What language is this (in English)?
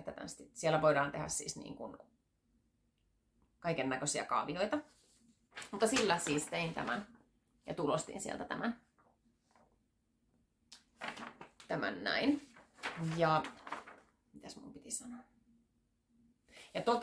Finnish